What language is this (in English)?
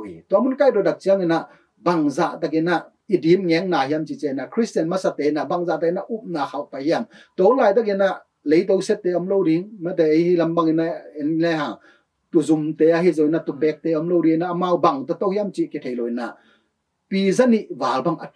Tedim Chin